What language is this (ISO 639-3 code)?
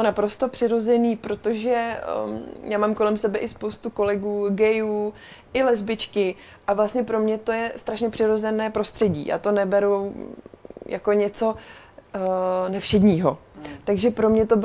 ces